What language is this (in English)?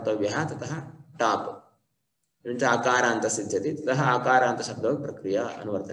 Sanskrit